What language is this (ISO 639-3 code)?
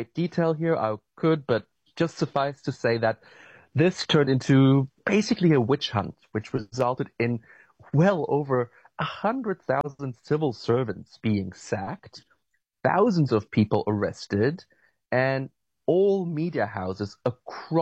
eng